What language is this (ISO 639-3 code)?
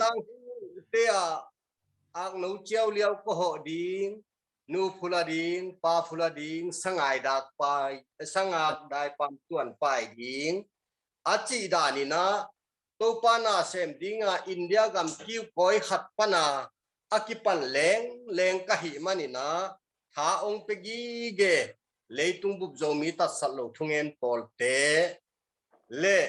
ctd